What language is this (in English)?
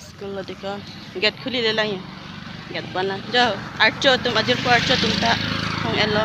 Karbi